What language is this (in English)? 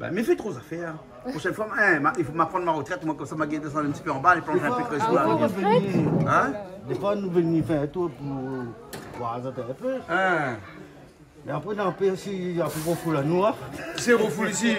Réunion Creole French